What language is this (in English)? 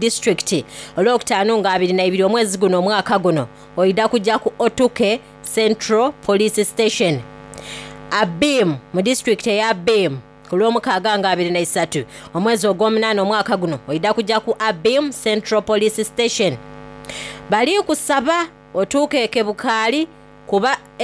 Soga